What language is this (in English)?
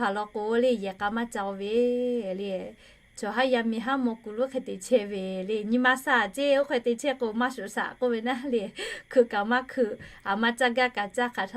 Lahu